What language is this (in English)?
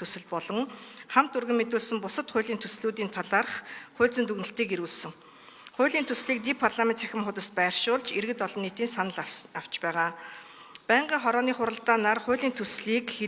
Mongolian